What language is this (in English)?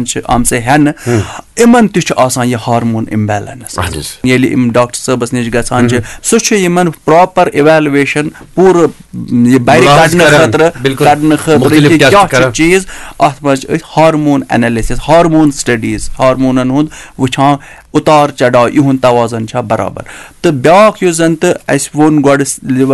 Kashmiri